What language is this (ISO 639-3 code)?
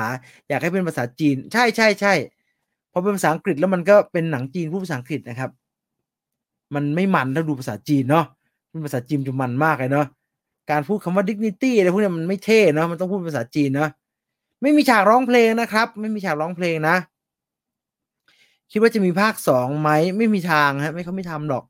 tha